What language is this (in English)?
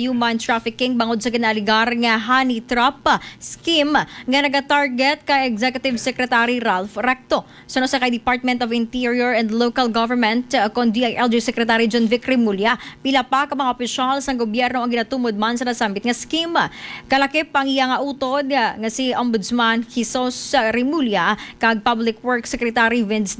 Hiligaynon